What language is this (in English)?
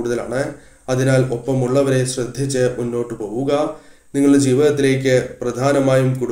Malayalam